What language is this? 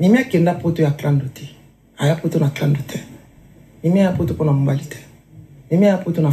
Lingala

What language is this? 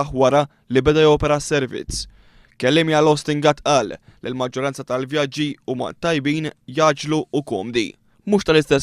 Maltese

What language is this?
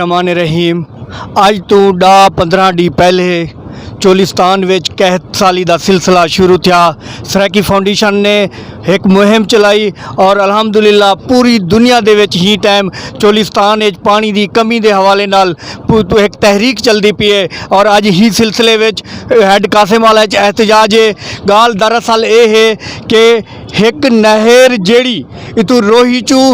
Saraiki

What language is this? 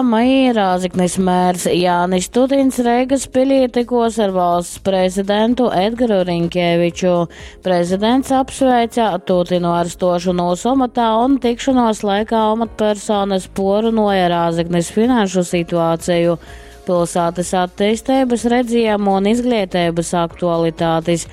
Latgalian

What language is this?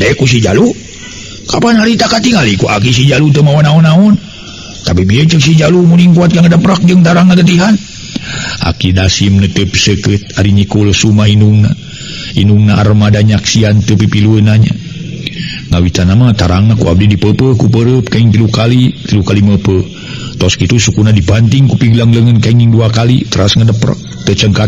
Sundanese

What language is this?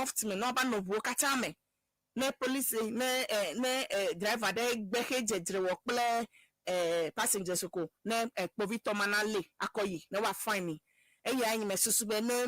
Ewe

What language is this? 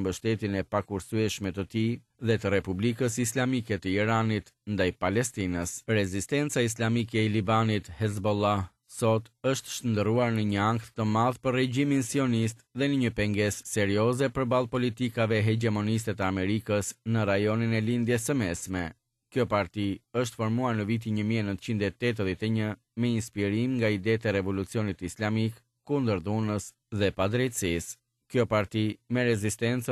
Albanian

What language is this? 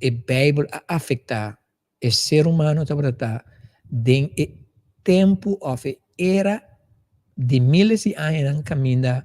Papiamento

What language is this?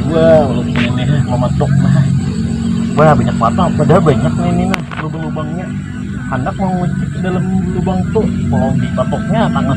Banjar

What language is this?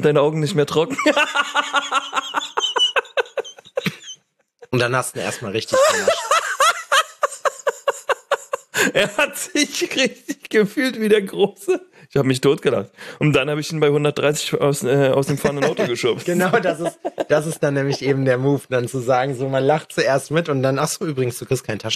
German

